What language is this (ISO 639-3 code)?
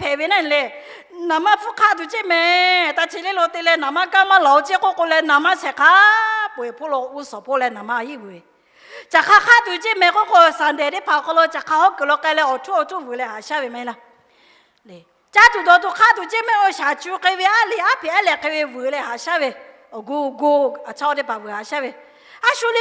lhu